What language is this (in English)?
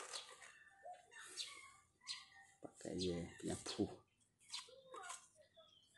Malay